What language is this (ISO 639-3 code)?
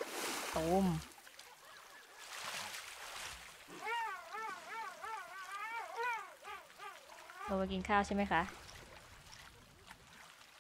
tha